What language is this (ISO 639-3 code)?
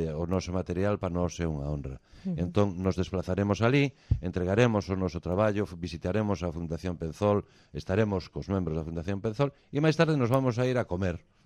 glg